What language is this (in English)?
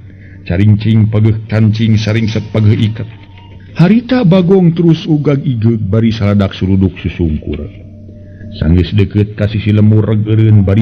Sundanese